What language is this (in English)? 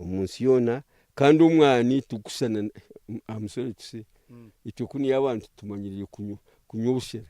Nyankole